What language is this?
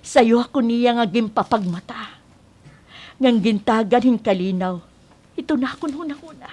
Waray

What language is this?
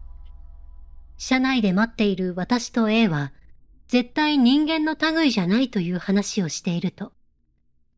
Japanese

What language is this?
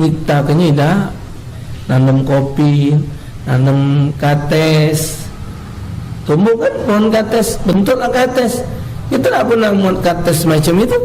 Musi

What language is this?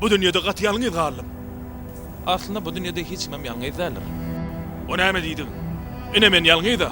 Turkmen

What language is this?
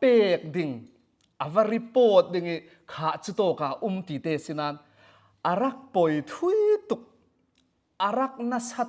Falam Chin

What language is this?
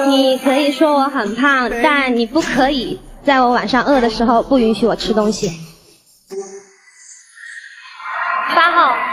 Chinese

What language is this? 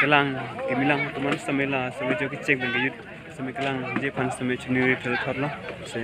Karbi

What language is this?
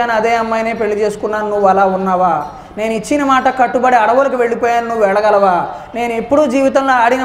Telugu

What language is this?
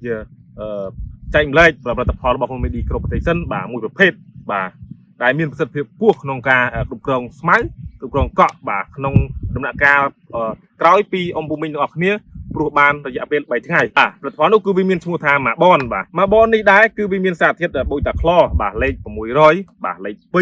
Khmer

